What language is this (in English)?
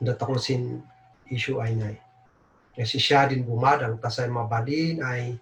Kankanaey